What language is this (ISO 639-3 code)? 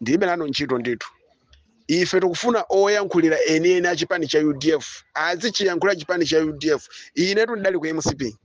nya